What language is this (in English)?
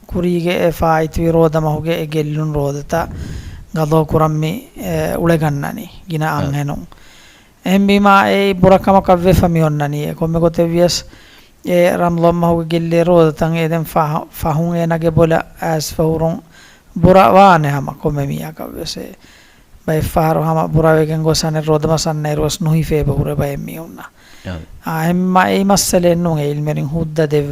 Divehi